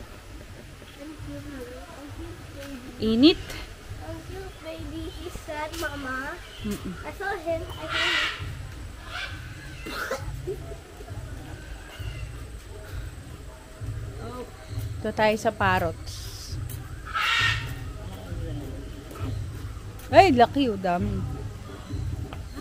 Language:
Filipino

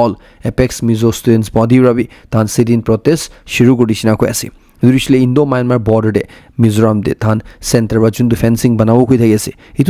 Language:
Naga Pidgin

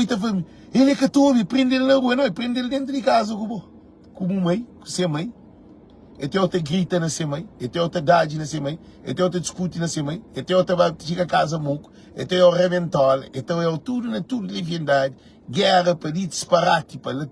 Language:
Kabuverdianu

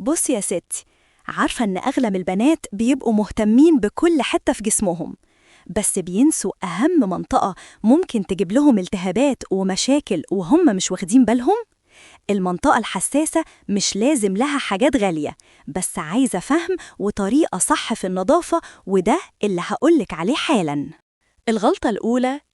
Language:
Egyptian Arabic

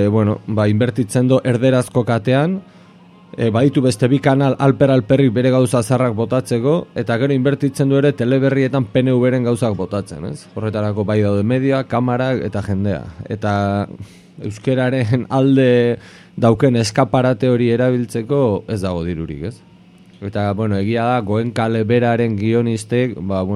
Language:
Basque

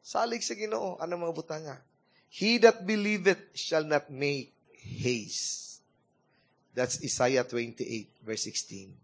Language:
Cebuano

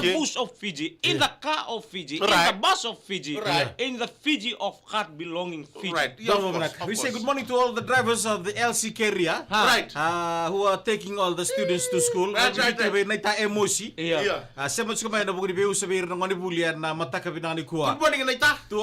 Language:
Fijian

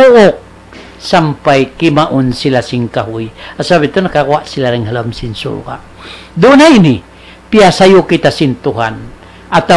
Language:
Tausug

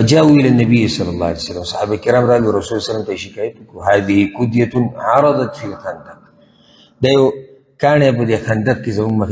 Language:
Pashto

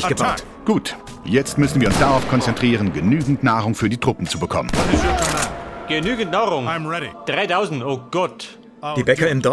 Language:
Bavarian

